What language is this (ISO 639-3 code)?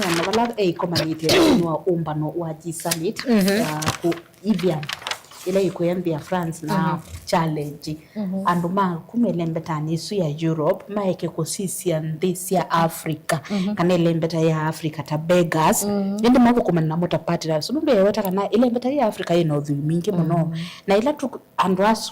kam